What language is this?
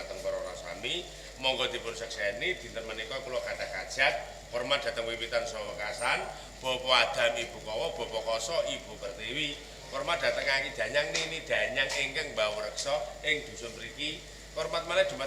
Javanese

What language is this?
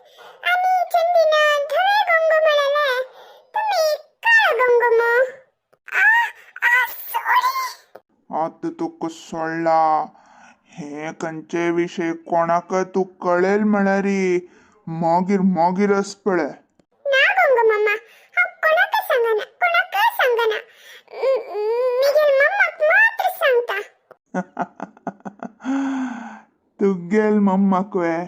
Konkani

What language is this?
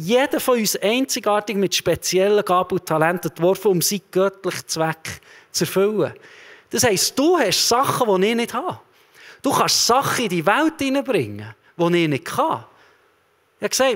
Swiss German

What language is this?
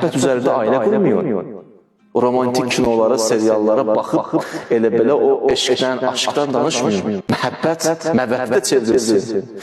Azerbaijani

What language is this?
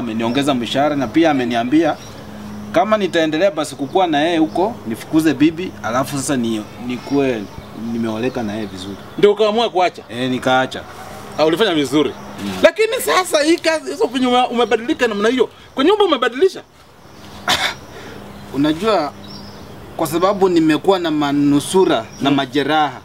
Swahili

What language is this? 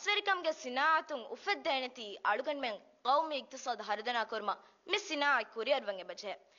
Divehi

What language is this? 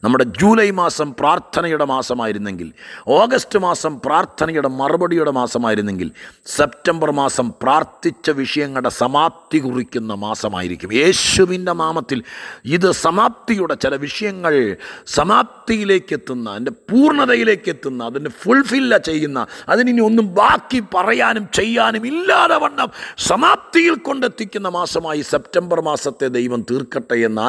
Malayalam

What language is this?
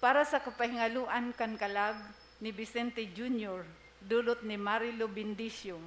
Bikol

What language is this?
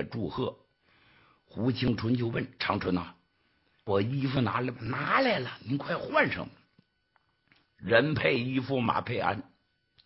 Chinese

